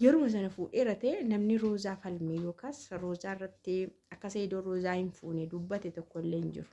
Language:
Oromo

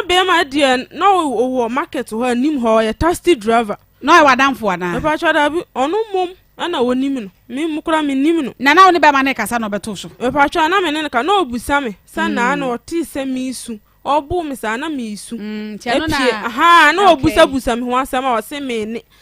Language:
Akan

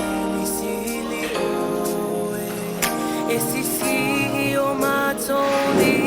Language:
Samoan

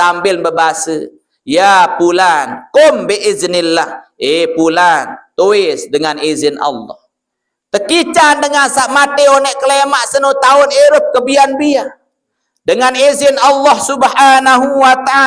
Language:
Sasak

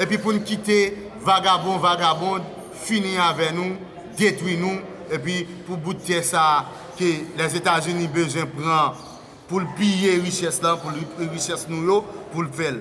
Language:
Haitian Creole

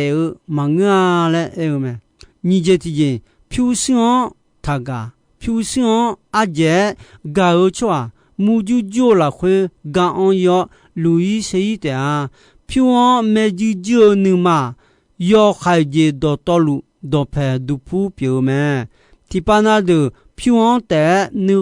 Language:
Akha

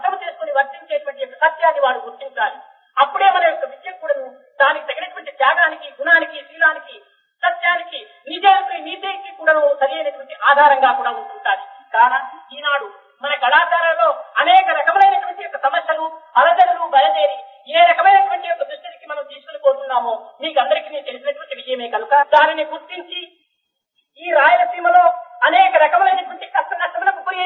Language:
Telugu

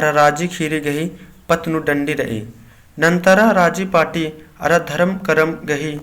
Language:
Kurukh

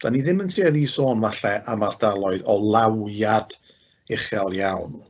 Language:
Welsh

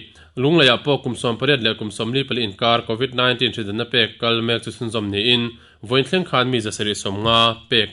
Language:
Mizo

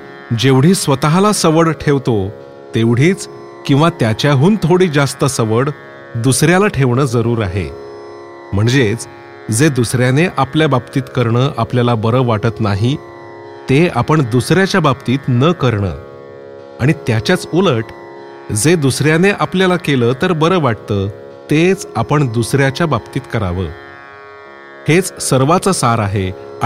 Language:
Marathi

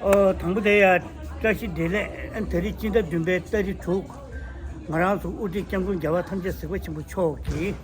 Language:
Tibetan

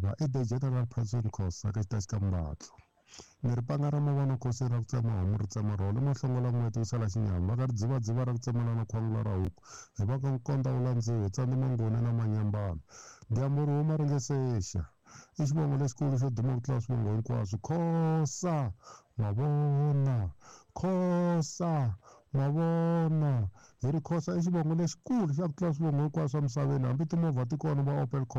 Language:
Tsonga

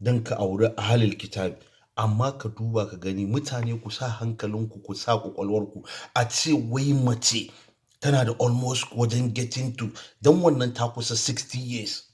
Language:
Hausa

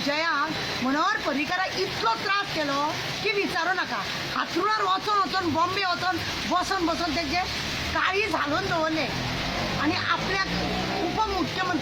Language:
Konkani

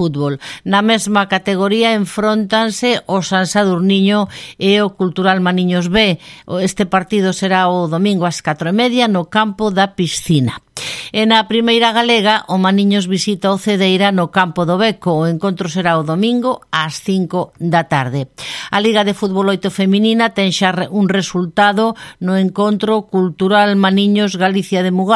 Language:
Galician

